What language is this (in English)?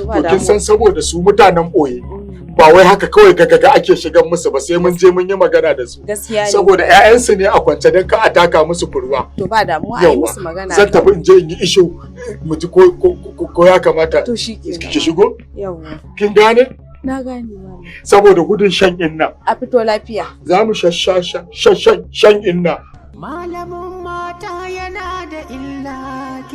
Hausa